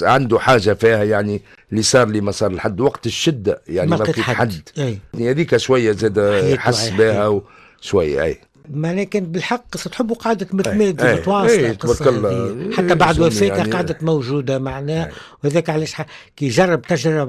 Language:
Tunisian Arabic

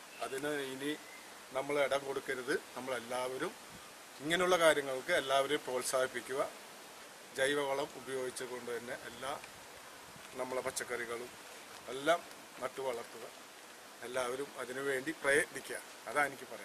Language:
Malayalam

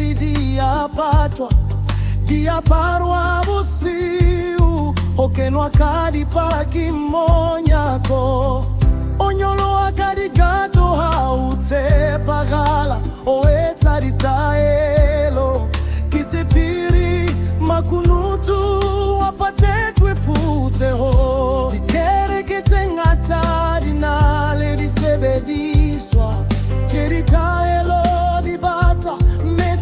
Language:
Southern Sotho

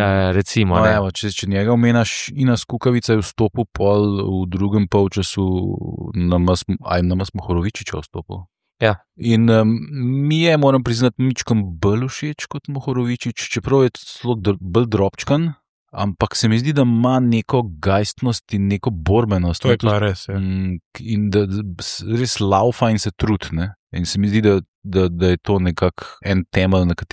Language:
Slovenian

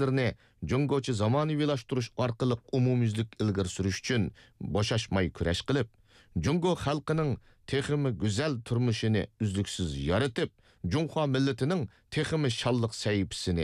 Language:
Uyghur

